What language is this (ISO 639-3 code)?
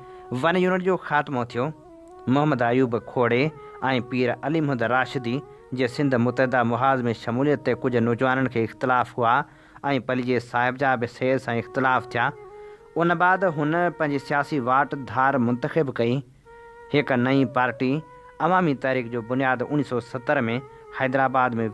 snd